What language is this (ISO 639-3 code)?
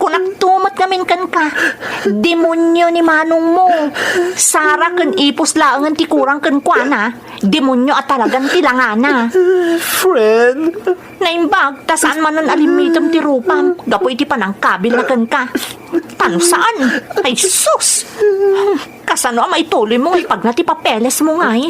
ilo